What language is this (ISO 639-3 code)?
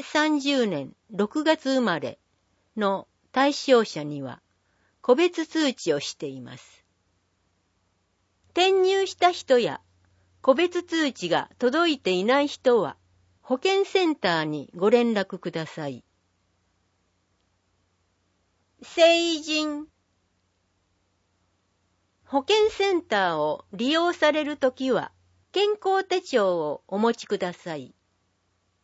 jpn